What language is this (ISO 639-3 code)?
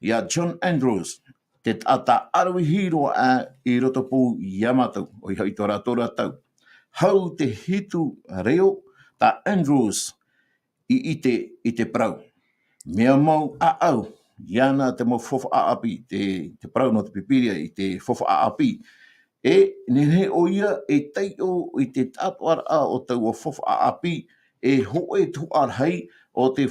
tah